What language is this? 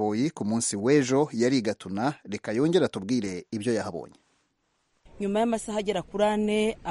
Kinyarwanda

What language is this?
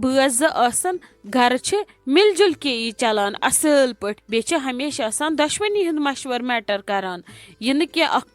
Kashmiri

